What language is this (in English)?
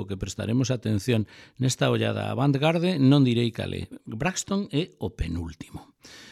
Galician